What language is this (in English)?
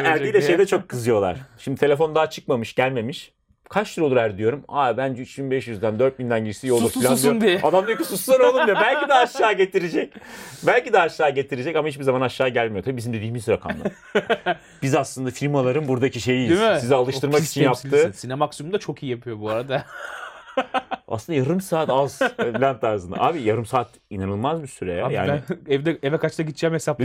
Turkish